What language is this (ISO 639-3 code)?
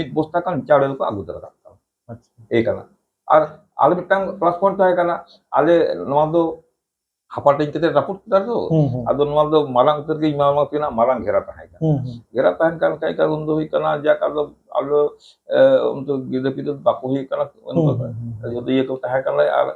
sat